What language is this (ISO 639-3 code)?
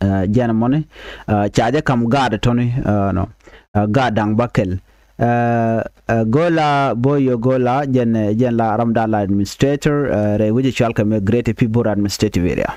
nus